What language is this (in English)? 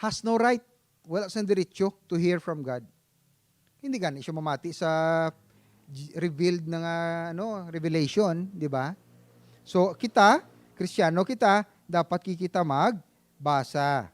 Hiligaynon